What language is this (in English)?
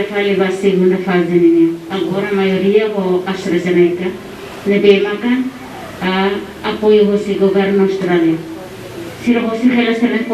Tetum